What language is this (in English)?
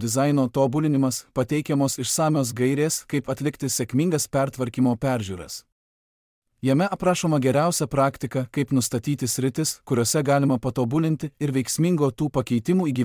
Lithuanian